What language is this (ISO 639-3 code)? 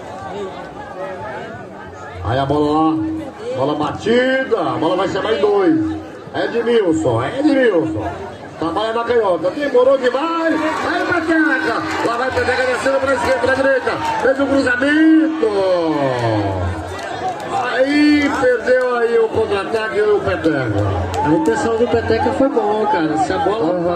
por